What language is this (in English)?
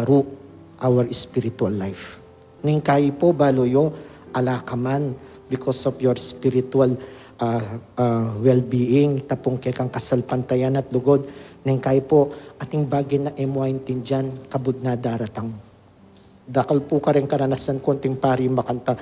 Pampanga